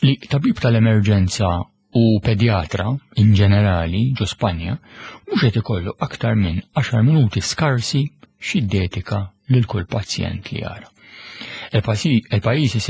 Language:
Maltese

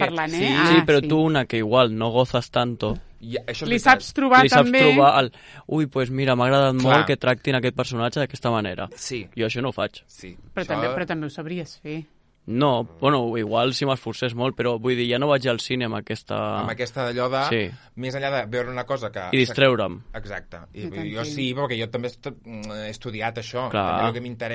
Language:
Catalan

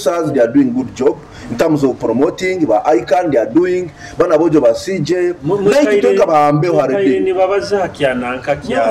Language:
Nyoro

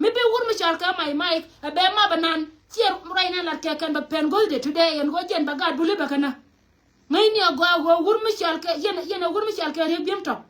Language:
Nuer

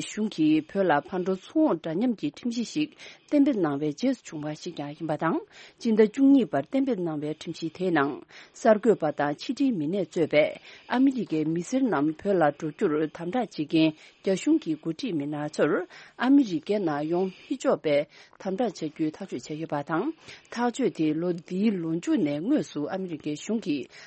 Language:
Tibetan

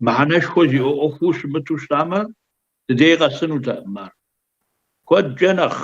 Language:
Kabardian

